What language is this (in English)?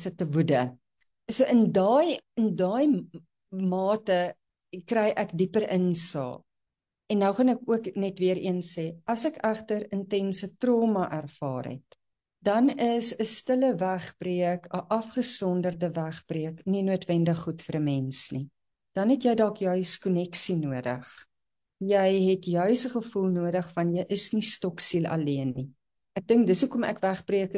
Afrikaans